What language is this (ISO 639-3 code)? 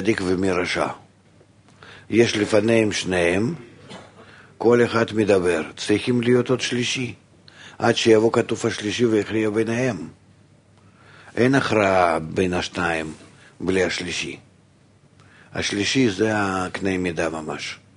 heb